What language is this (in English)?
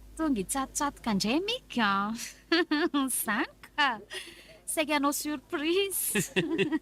Malagasy